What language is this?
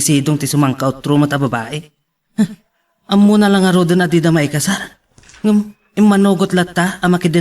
Iloko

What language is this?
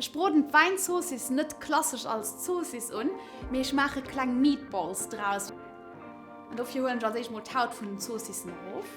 Luxembourgish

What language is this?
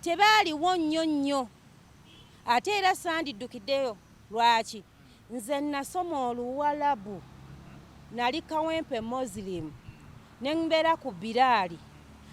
Ganda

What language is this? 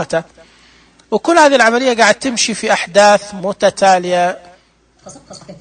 Najdi Arabic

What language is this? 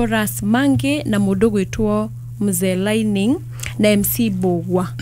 Kikuyu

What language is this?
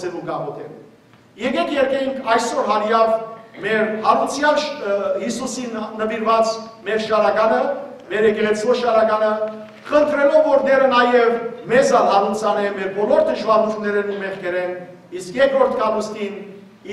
Western Armenian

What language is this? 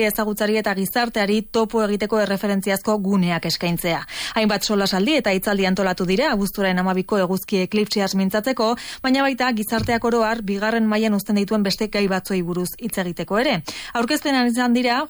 Basque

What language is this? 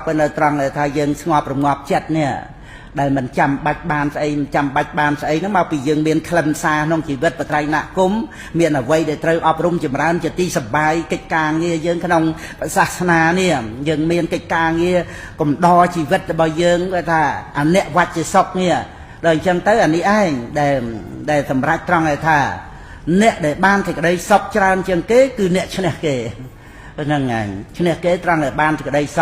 Khmer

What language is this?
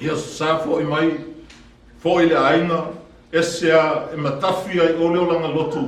Samoan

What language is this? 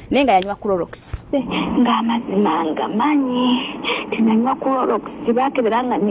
Ganda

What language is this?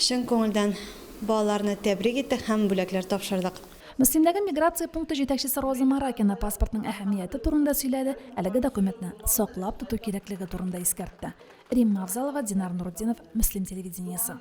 Tatar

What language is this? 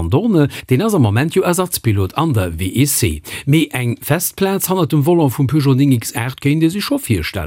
Luxembourgish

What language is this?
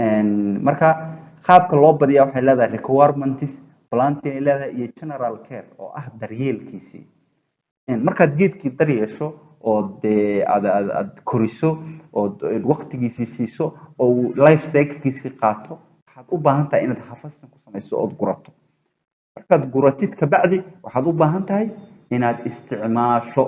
Somali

